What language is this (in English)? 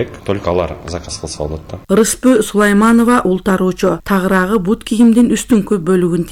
Kyrgyz